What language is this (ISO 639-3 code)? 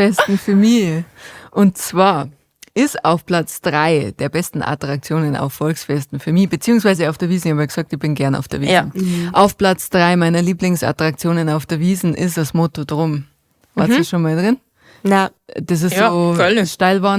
bar